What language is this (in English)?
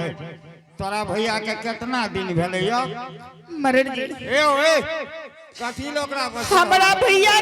Angika